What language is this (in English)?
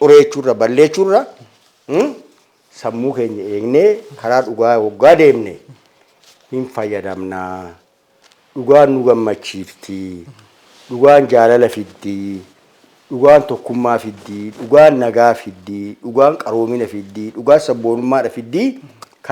Oromo